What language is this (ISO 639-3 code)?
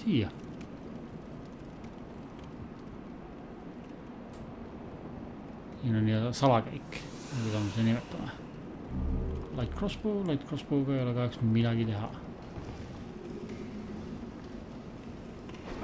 est